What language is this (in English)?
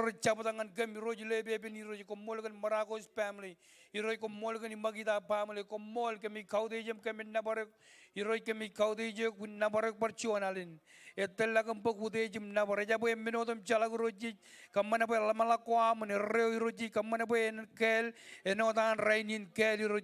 Marshallese